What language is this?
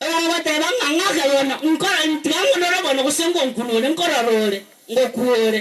Gusii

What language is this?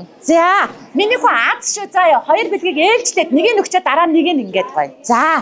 Mongolian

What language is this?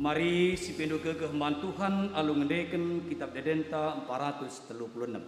Batak Karo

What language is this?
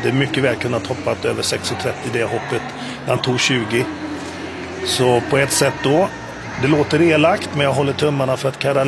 Swedish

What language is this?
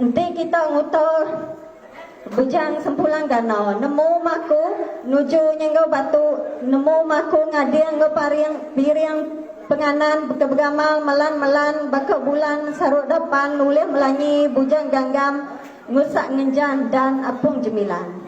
Iban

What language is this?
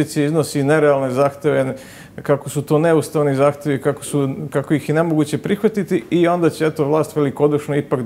Serbian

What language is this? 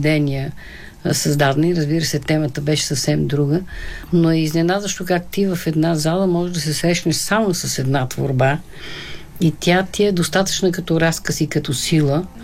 Bulgarian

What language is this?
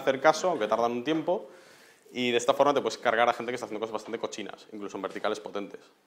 Spanish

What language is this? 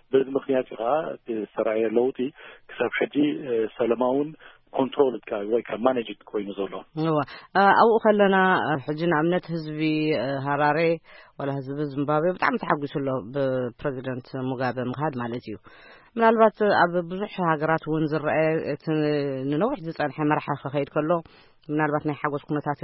Tigrinya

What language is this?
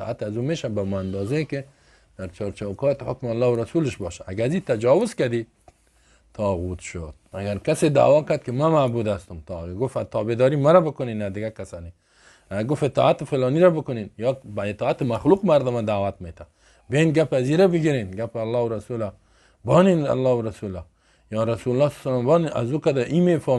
Persian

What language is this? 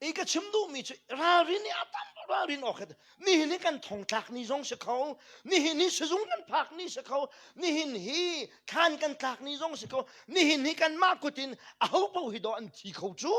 Hakha Chin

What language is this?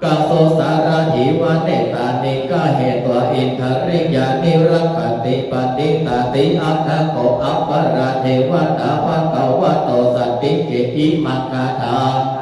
Pali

